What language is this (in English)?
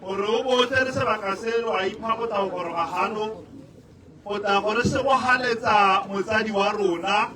Tswana